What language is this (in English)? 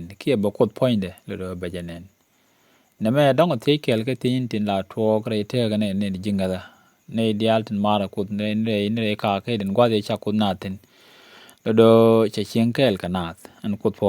Nuer